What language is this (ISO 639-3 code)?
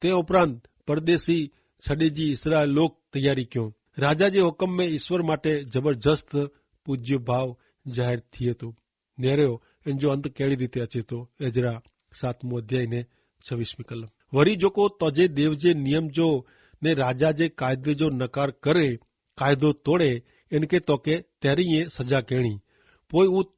kfr